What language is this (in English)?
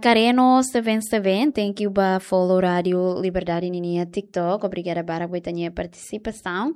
Tetum